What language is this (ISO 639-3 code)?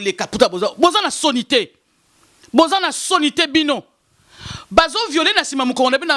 lin